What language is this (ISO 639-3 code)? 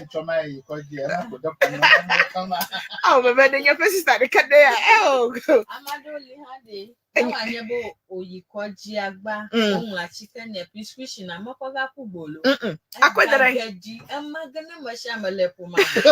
ewe